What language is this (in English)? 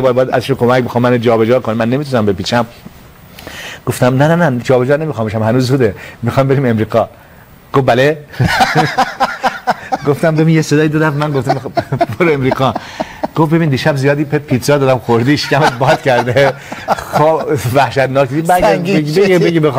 Persian